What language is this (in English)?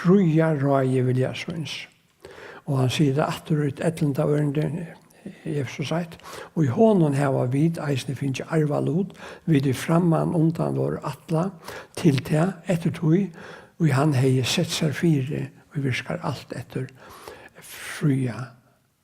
Faroese